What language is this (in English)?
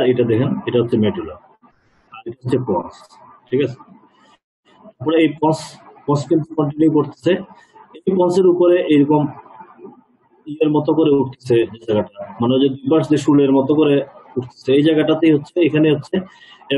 Bangla